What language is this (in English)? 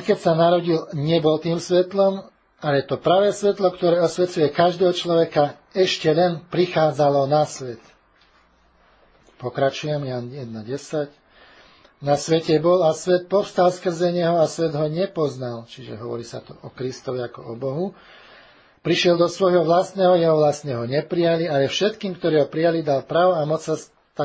Slovak